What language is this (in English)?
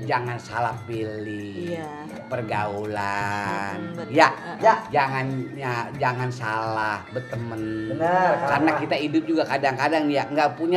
Betawi